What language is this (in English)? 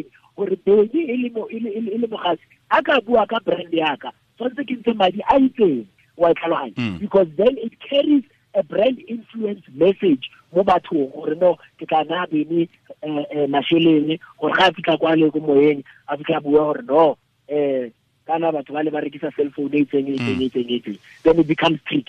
Tswana